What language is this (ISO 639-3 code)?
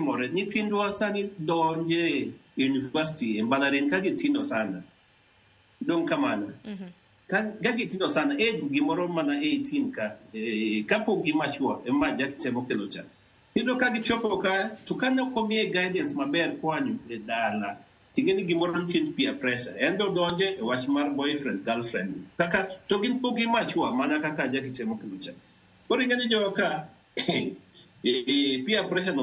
luo